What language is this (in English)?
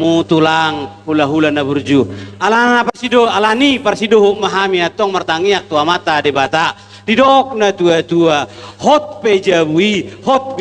Batak Toba